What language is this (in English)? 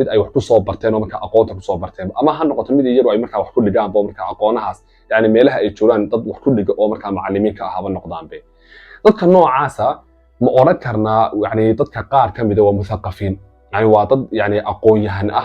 Somali